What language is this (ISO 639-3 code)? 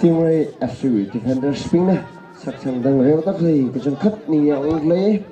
nmf